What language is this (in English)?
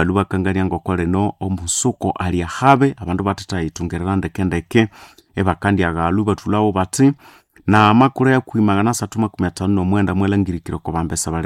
Nande